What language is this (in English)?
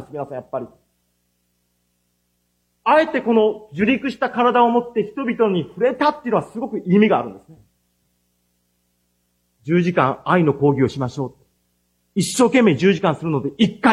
Japanese